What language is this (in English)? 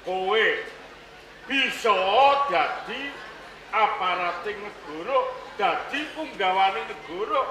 Javanese